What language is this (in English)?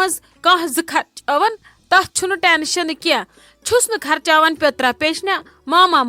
Kashmiri